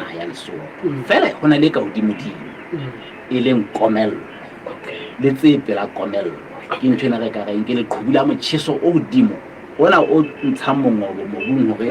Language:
Southern Sotho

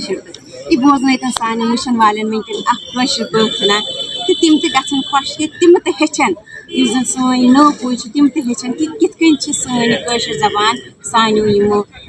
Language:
Kashmiri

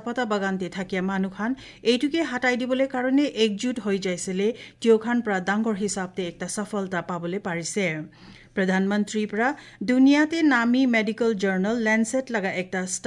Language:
Assamese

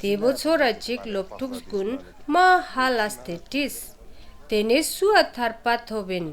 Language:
Ladakhi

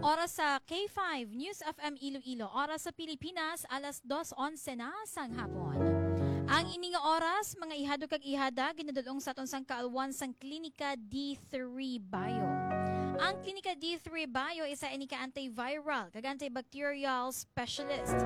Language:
Hiligaynon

